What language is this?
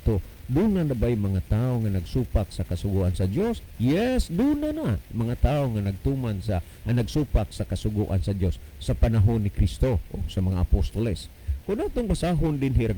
Cebuano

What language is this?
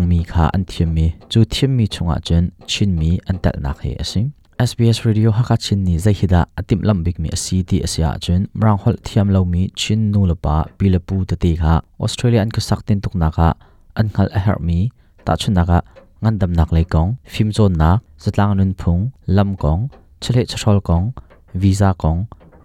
Hakha Chin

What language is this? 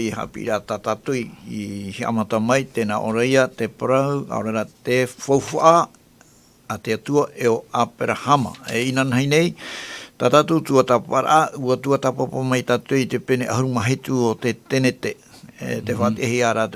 Tahitian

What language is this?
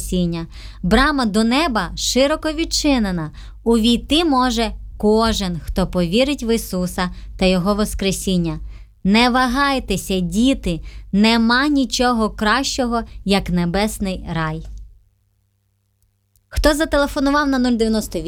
Ukrainian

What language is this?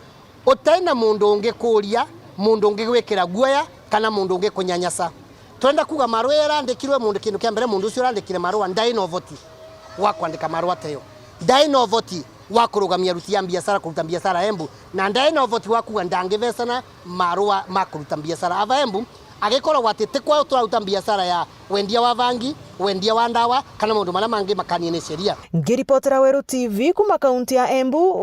Meru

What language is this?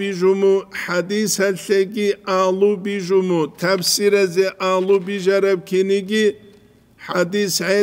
Avaric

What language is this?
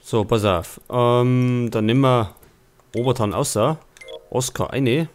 Bavarian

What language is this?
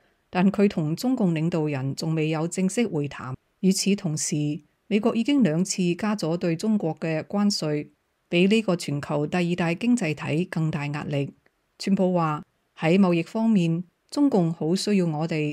Cantonese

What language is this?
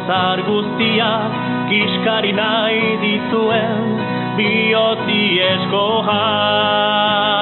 Basque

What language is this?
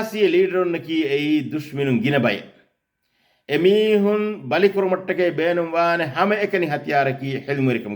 Divehi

